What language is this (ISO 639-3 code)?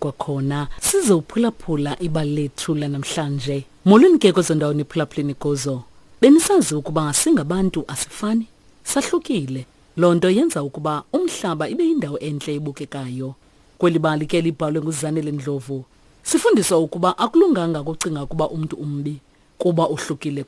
xho